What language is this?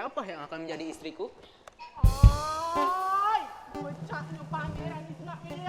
Musi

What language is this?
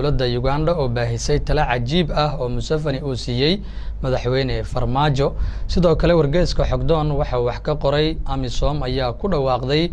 Somali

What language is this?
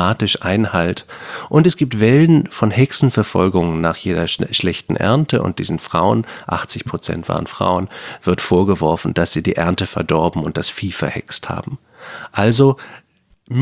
German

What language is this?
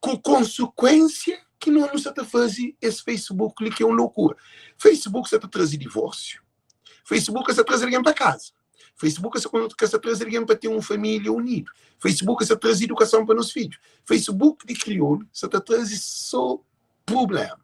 Kabuverdianu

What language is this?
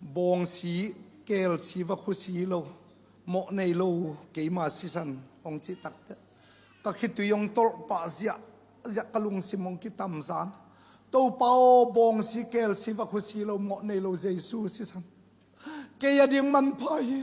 Tedim Chin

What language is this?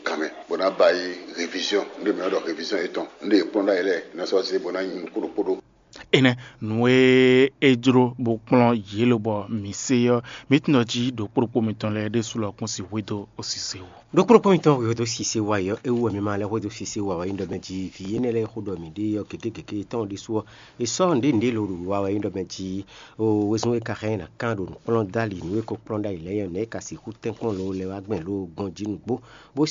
Fon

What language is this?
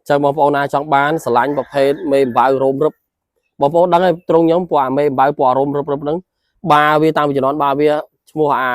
Khmer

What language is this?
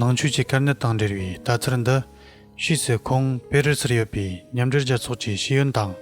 Tibetan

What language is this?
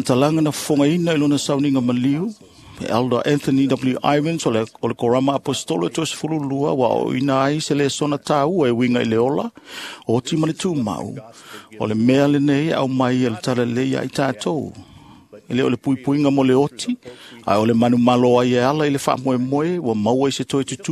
Samoan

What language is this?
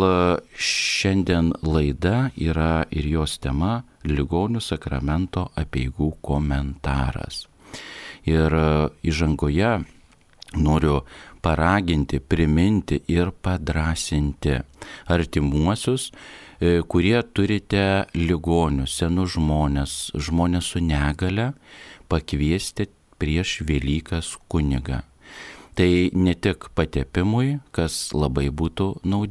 Lithuanian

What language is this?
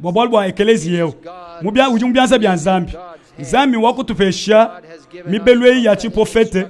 Luba-Lulua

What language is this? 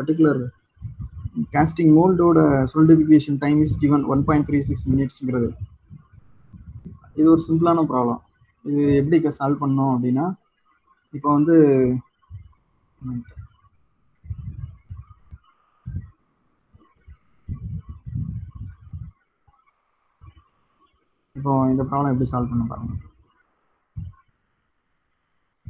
Tamil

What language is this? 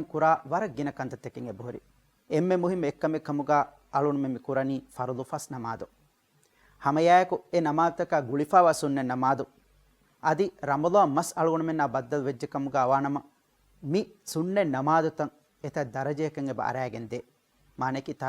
Divehi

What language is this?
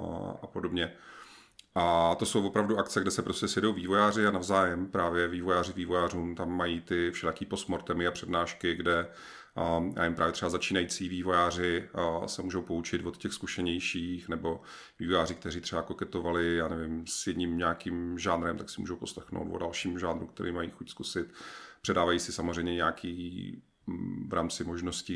Czech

